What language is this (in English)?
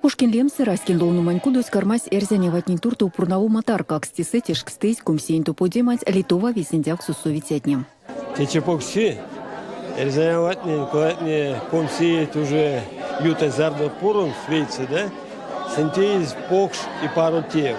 Erzya